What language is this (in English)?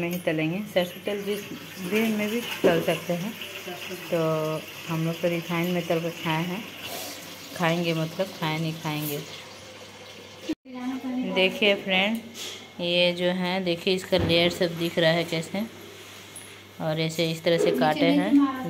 Hindi